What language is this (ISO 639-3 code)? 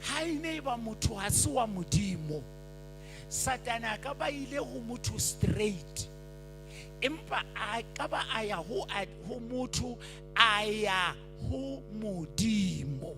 sot